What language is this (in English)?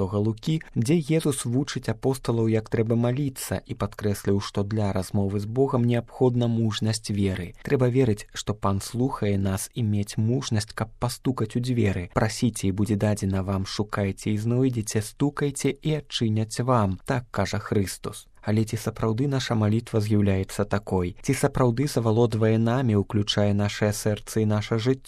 Belarusian